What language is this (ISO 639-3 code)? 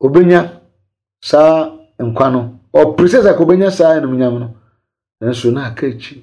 aka